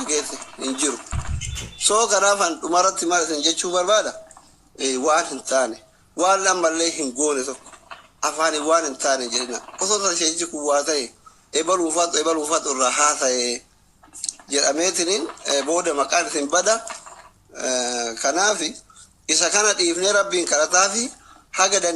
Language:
Oromo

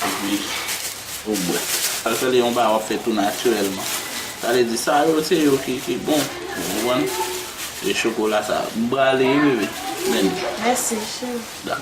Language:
Haitian Creole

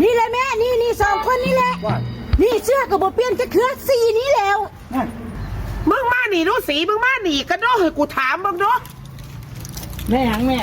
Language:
Lao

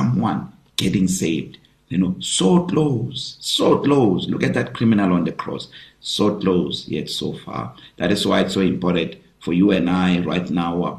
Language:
English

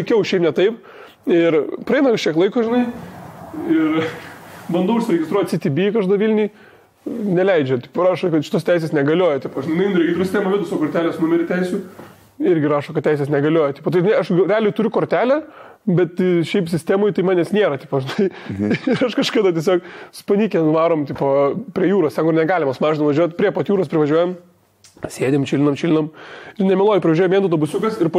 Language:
Lithuanian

